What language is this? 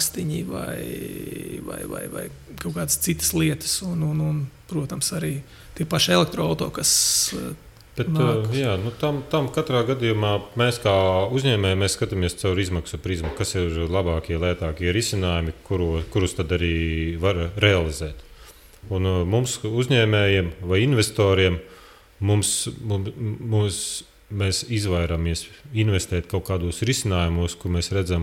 Latvian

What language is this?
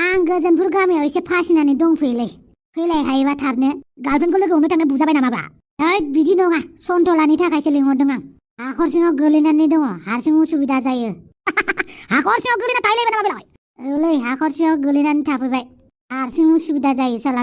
Bodo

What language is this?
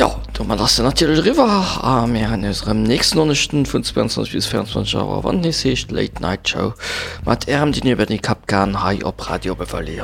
Luxembourgish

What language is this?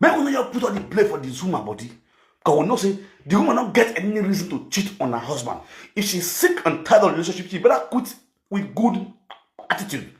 Nigerian Pidgin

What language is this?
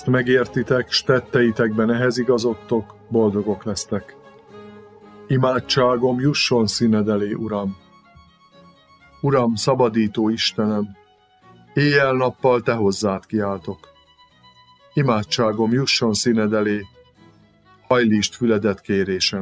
Hungarian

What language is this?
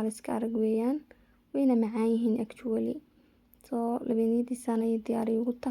Somali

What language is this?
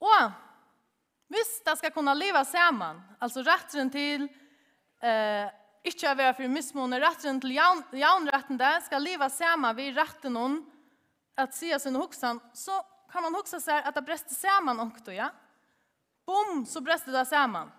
Faroese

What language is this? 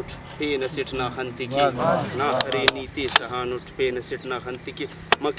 Brahui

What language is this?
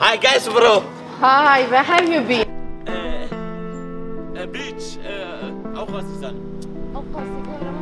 Kurdish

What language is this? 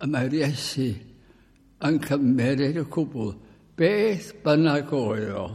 Welsh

